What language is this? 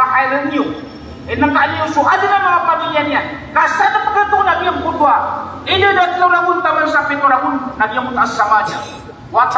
Maranao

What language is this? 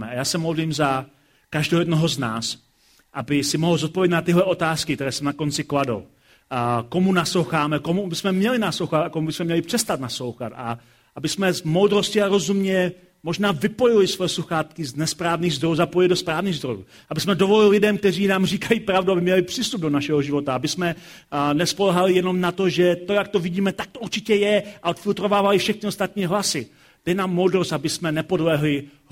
Czech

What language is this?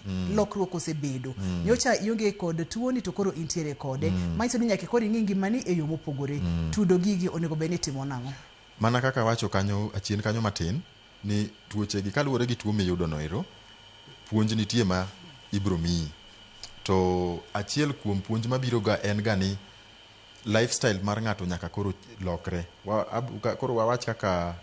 Luo (Kenya and Tanzania)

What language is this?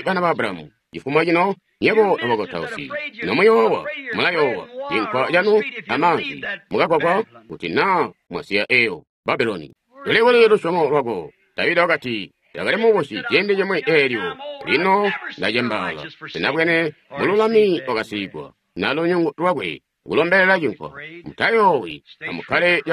Tonga (Zambia)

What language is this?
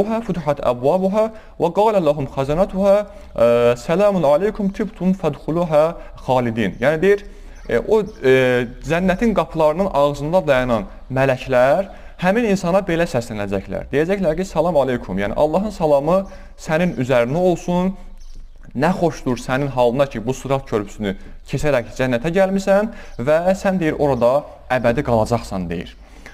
Azerbaijani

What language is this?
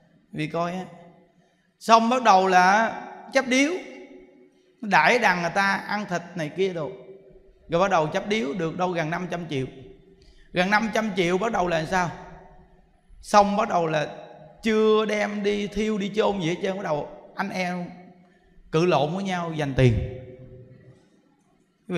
Vietnamese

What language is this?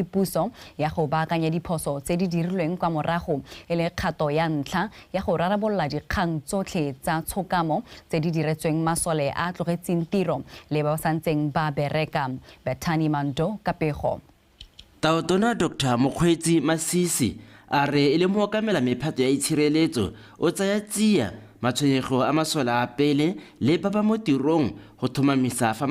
Tswana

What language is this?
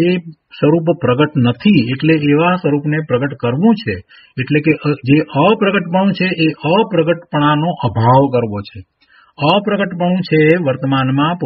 Gujarati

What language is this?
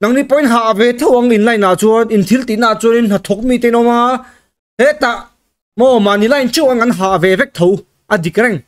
Mizo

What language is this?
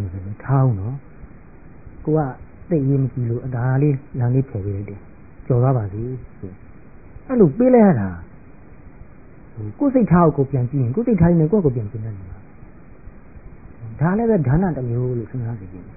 Burmese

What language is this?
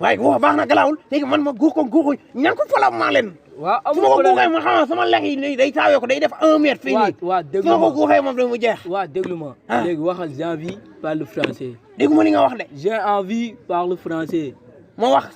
Wolof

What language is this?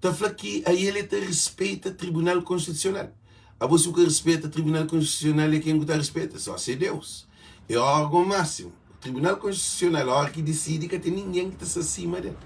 Kabuverdianu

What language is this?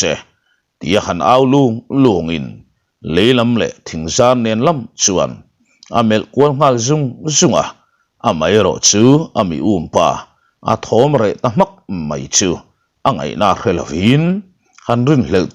Mizo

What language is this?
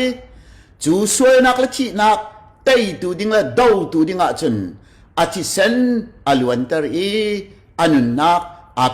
Hakha Chin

